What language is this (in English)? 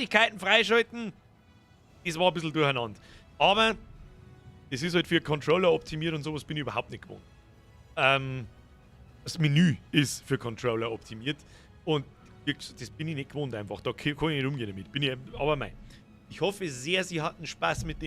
Bavarian